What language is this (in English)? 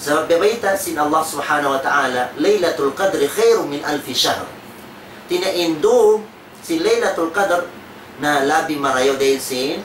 Tausug